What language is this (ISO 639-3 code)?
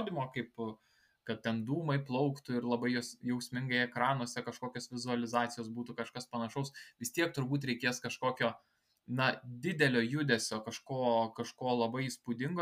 lit